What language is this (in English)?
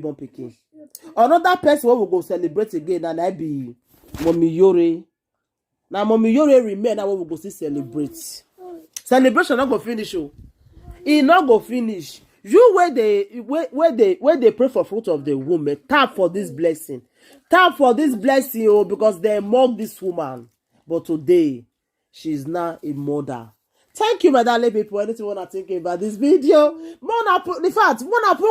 Nigerian Pidgin